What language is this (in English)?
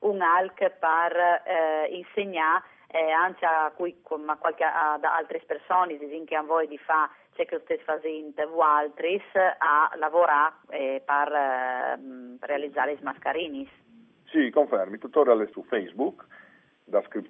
Friulian